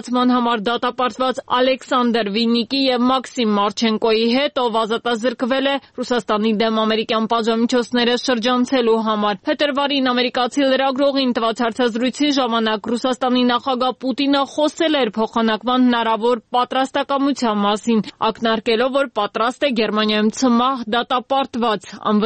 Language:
Armenian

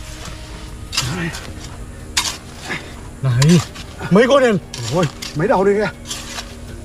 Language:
Vietnamese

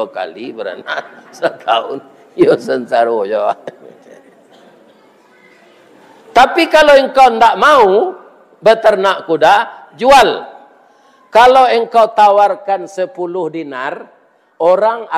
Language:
Minangkabau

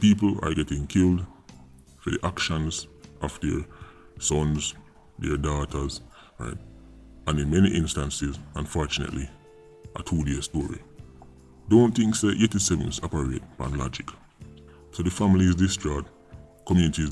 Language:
Jamaican Creole English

